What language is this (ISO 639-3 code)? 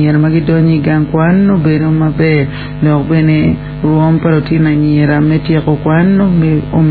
ach